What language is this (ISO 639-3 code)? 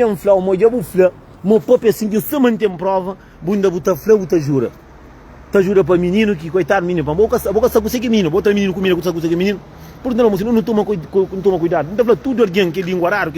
kea